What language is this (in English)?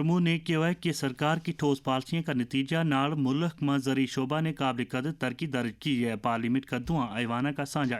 Gujari